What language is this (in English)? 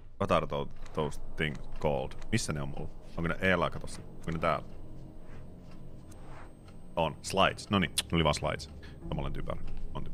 Finnish